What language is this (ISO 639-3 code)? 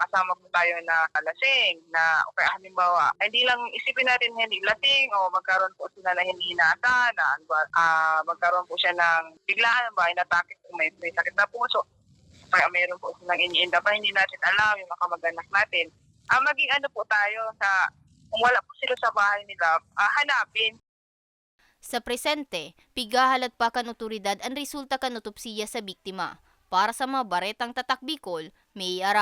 bik